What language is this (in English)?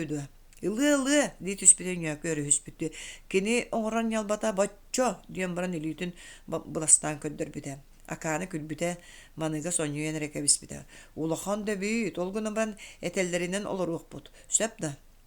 Yakut